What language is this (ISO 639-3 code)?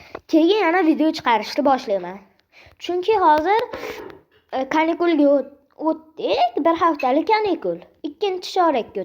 uzb